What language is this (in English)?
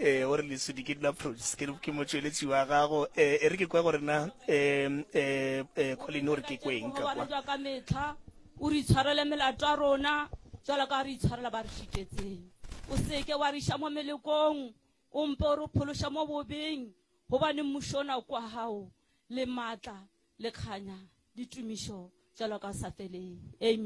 Northern Sotho